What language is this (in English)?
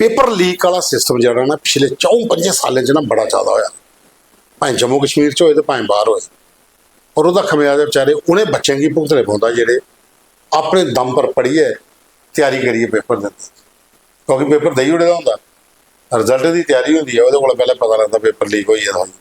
Dogri